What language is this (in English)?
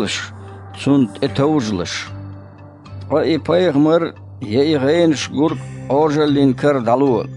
Chechen